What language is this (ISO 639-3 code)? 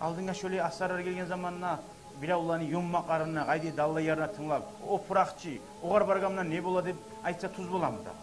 kum